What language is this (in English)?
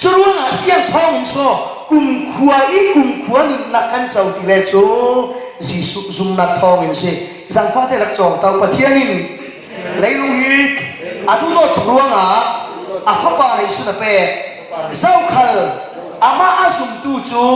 Falam Chin